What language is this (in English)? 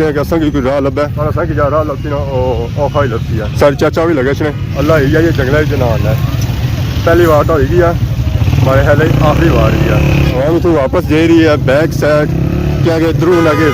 Pahari-Potwari